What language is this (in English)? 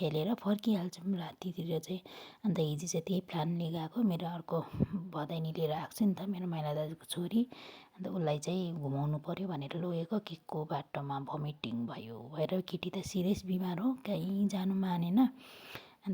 Nepali